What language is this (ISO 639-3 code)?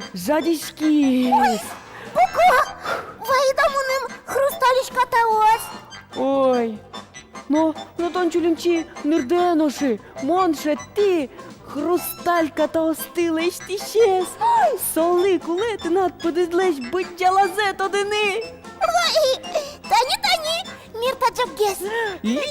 udm